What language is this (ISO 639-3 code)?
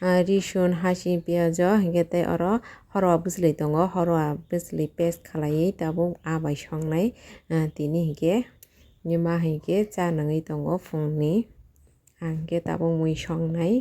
trp